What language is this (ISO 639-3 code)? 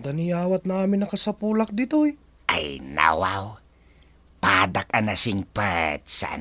ilo